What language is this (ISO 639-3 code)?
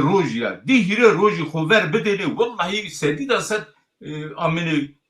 zza